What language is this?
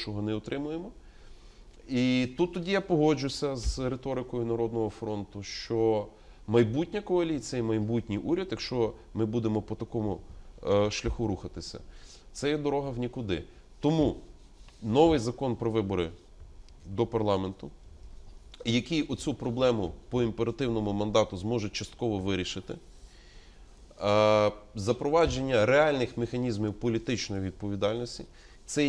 Ukrainian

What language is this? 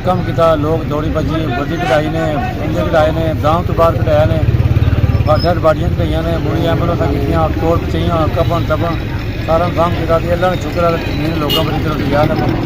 Pahari-Potwari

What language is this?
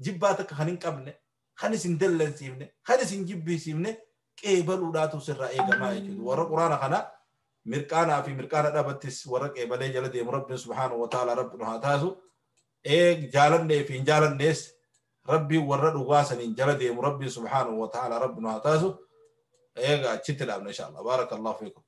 Oromo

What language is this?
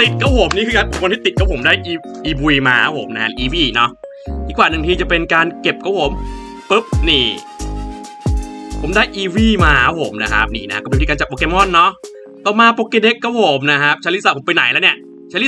Thai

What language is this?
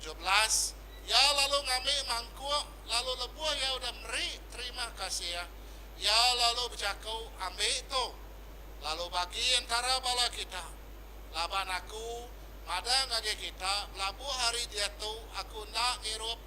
Iban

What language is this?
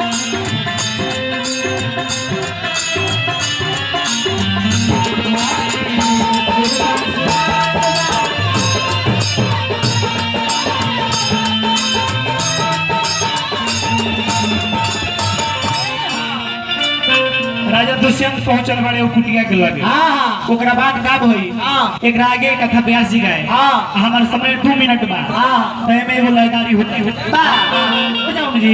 Bhojpuri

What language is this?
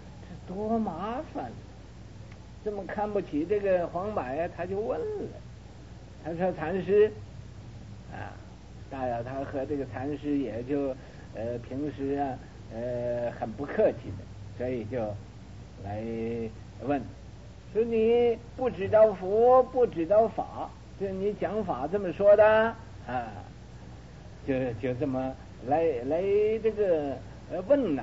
Chinese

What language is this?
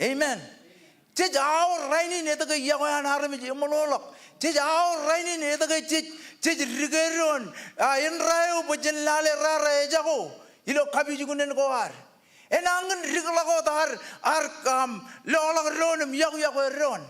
Marshallese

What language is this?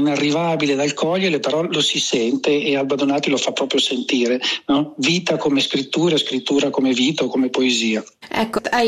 Italian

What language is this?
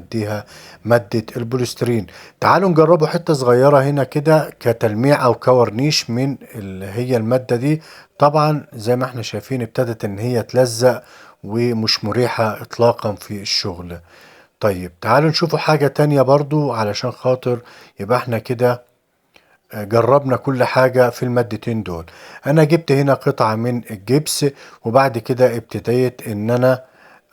Egyptian Arabic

